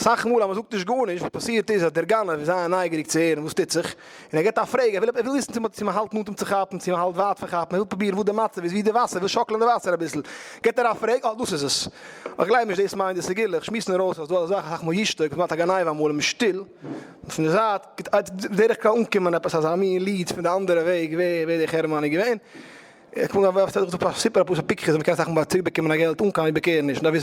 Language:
Yiddish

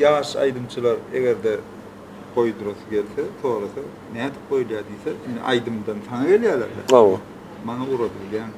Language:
Turkmen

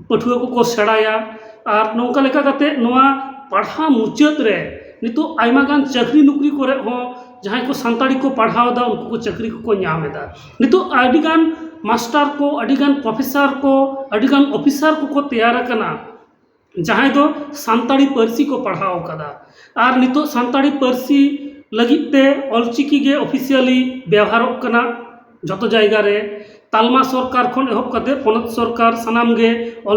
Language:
Santali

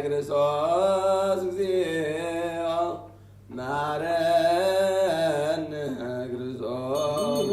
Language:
Geez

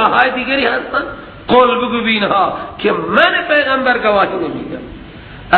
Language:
Persian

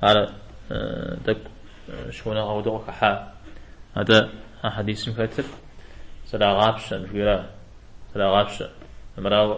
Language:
Kabardian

